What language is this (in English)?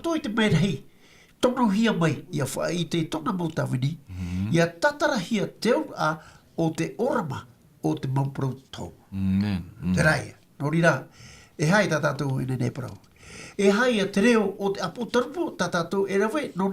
Tahitian